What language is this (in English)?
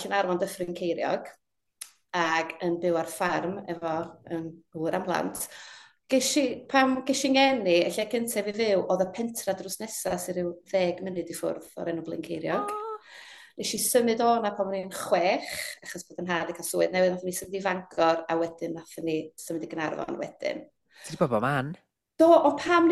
Welsh